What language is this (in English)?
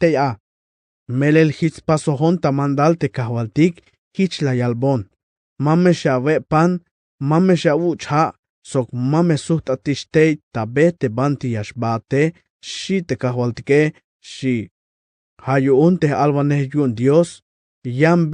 Tzeltal